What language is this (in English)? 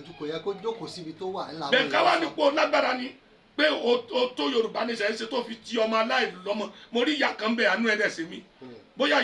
Yoruba